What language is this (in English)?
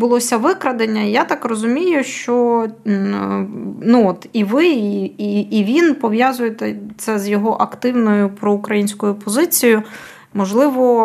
Ukrainian